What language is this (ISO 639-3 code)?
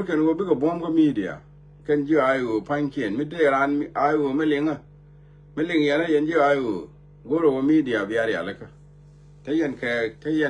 nus